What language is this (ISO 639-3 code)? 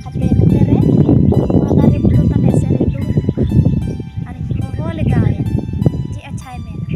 sat